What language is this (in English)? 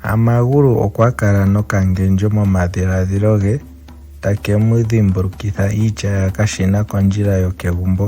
Ndonga